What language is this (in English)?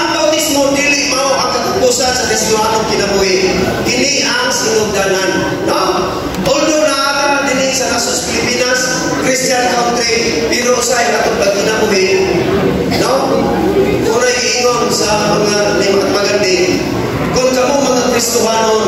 Cebuano